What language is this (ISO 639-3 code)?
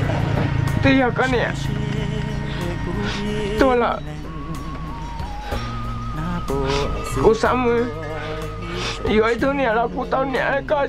vie